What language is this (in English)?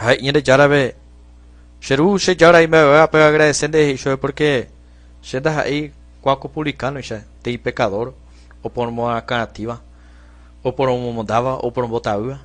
Guarani